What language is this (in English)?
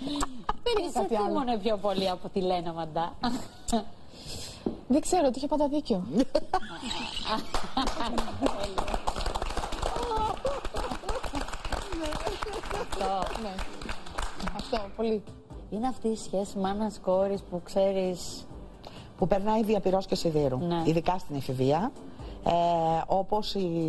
Greek